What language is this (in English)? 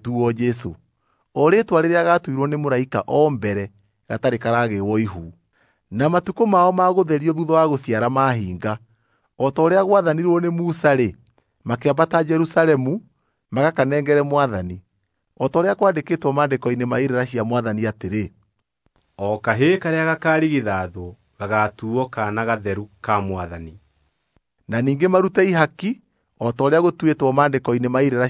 Kikuyu